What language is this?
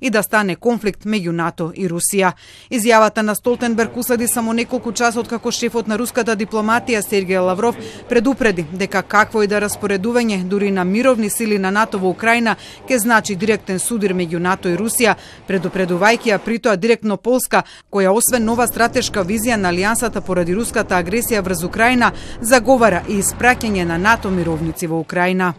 Macedonian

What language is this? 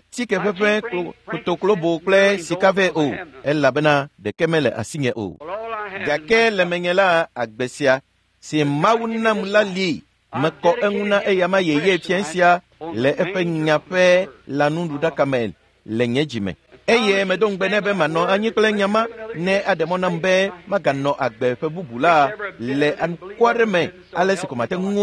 Ewe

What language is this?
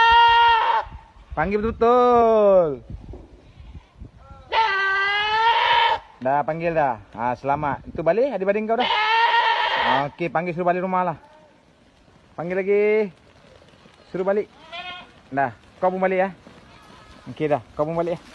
Malay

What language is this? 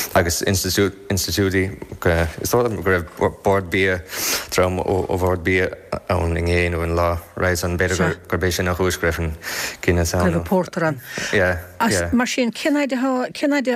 Irish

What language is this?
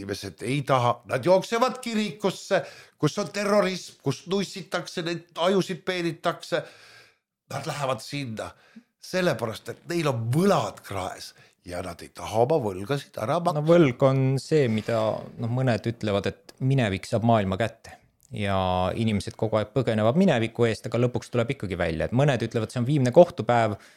Estonian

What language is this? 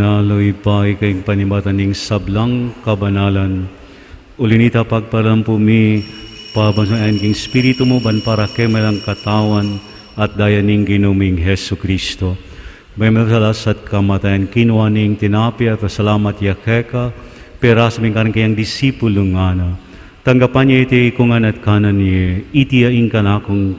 Pampanga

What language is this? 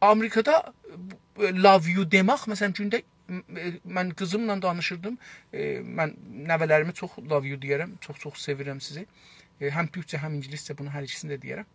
South Azerbaijani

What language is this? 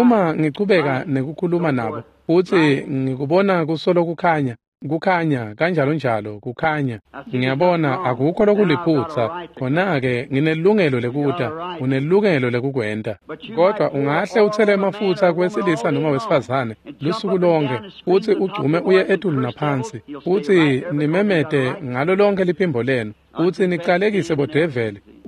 Swati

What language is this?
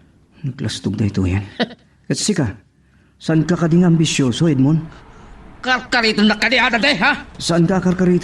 Iloko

